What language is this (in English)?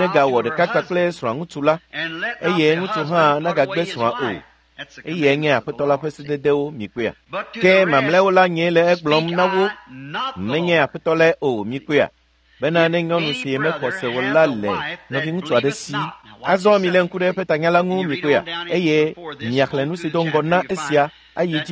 Ewe